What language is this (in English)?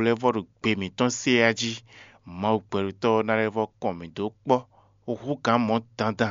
Fon